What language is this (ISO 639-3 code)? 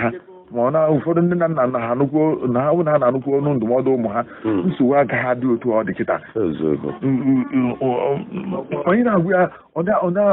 ibo